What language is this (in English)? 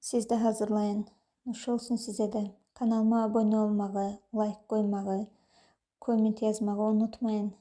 Azerbaijani